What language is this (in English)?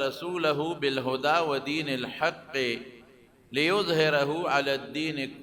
Pashto